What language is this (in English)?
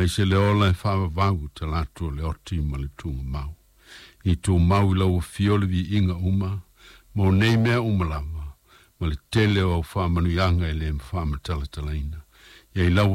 Samoan